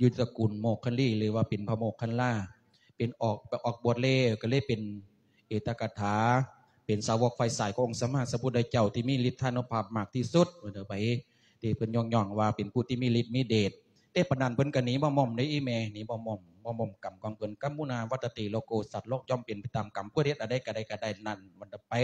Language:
Lao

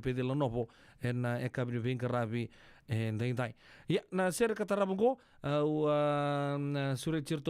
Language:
Fijian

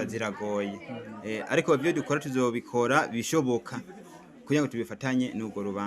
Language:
Rundi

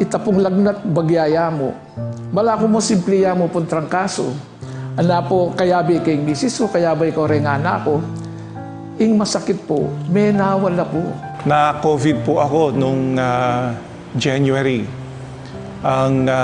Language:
Pampanga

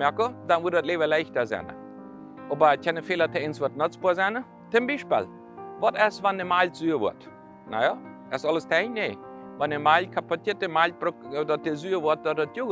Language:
Plautdietsch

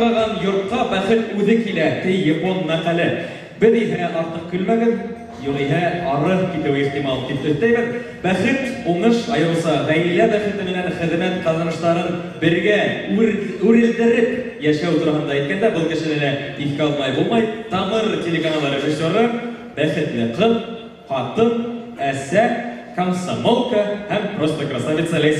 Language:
Bashkir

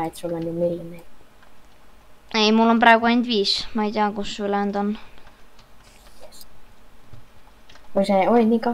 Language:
Estonian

